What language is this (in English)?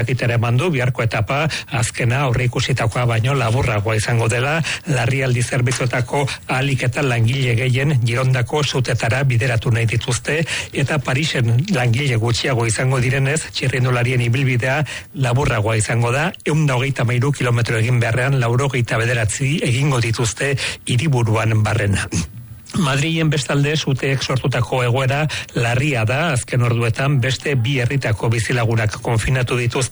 Basque